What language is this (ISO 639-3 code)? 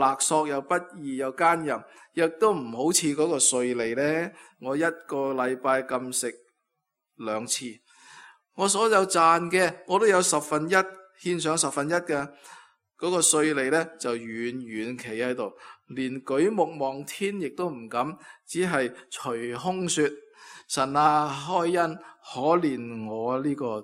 yue